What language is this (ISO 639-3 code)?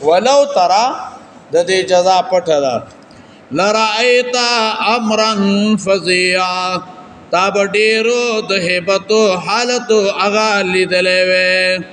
pus